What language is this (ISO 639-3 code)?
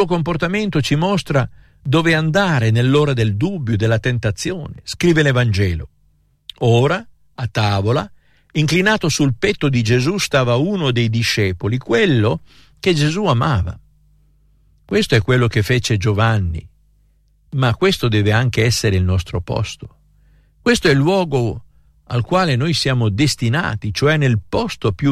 ita